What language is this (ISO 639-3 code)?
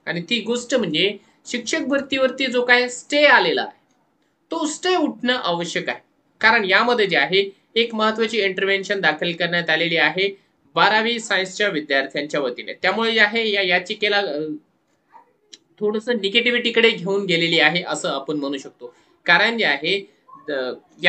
mar